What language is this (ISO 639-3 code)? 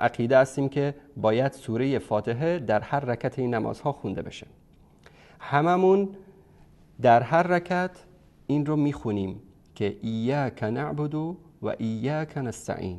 fas